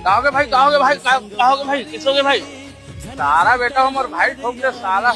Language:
Chhattisgarhi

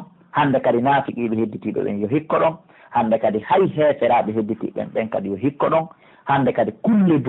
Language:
Pular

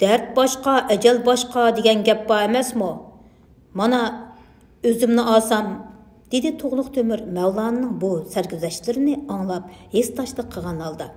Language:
Uyghur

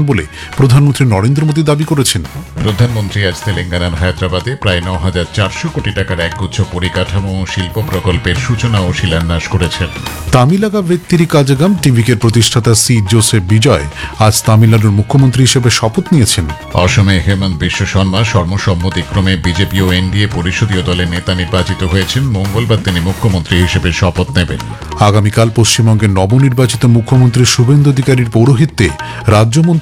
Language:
Bangla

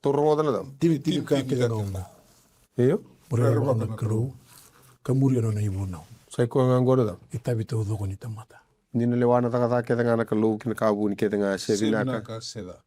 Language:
Fijian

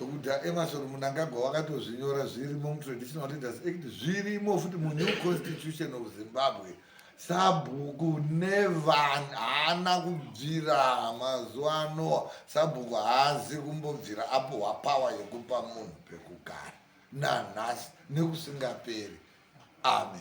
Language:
Shona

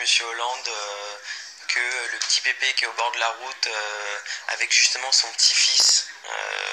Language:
French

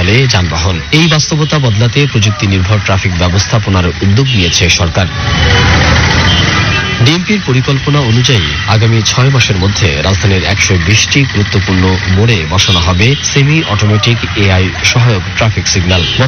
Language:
Bangla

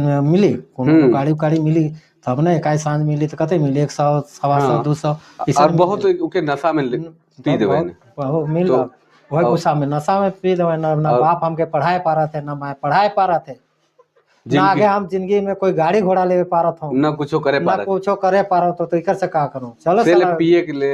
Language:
Sadri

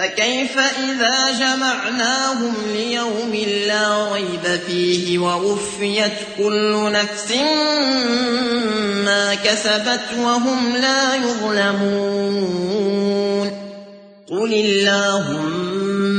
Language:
Arabic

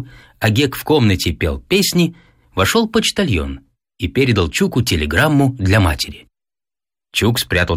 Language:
Russian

